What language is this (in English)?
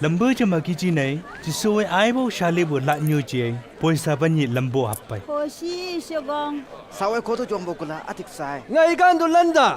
Chang Naga